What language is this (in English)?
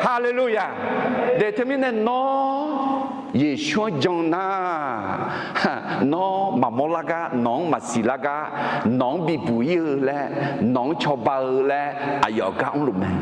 Akha